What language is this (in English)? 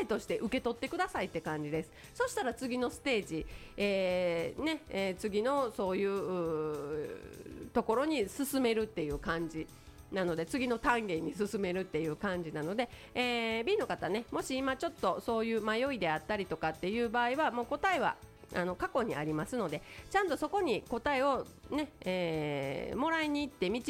Japanese